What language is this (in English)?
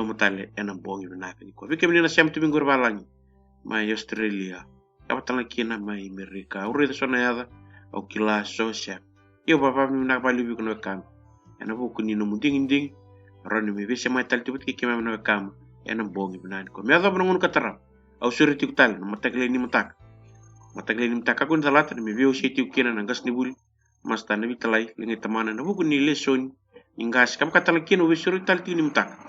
Fijian